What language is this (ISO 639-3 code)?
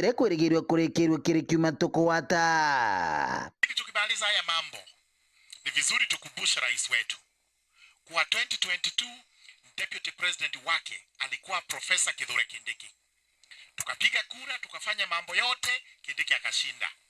mer